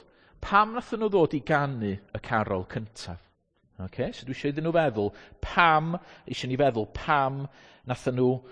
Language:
Welsh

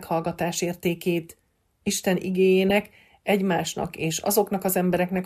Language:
Hungarian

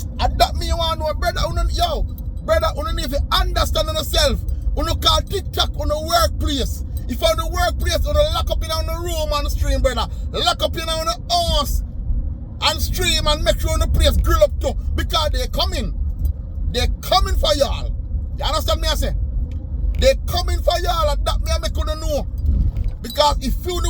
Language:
Jamaican Creole English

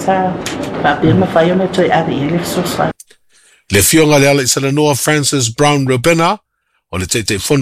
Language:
Samoan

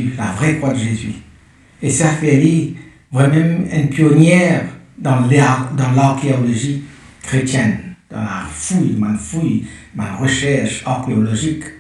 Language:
Morisyen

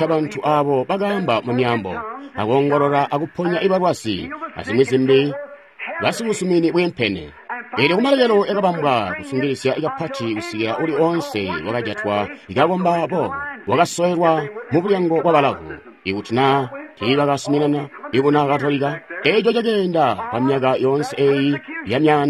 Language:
Tonga (Zambia)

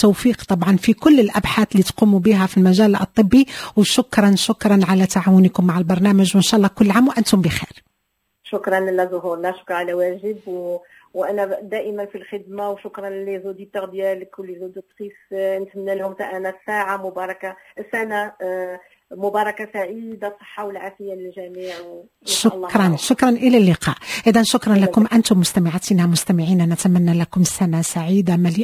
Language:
Moroccan Arabic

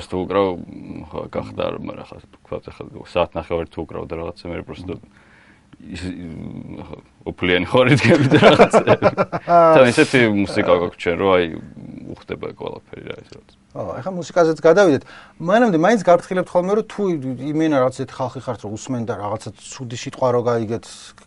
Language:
Georgian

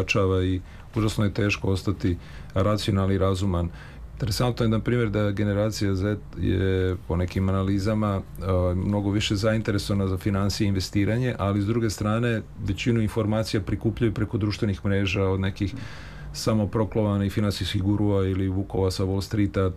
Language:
Serbian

